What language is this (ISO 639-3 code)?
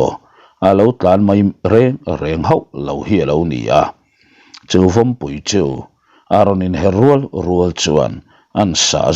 lus